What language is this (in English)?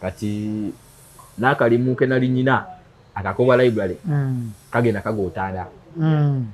Ganda